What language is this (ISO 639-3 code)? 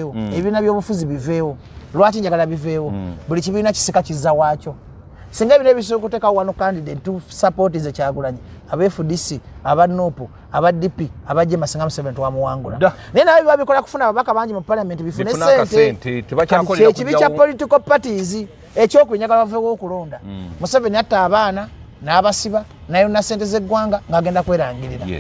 lug